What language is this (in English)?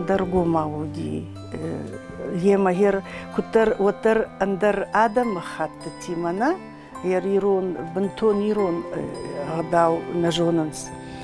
Ossetic